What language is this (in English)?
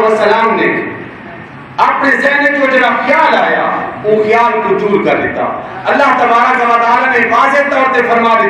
Saraiki